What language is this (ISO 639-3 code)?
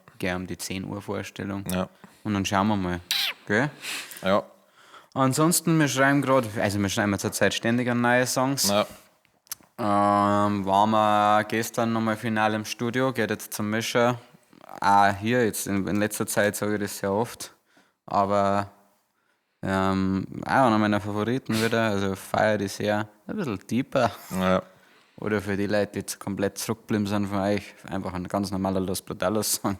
bar